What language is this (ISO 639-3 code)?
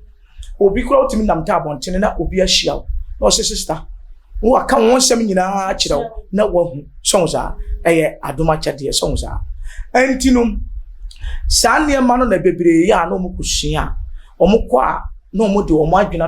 aka